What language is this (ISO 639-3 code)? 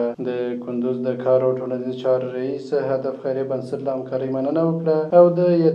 pus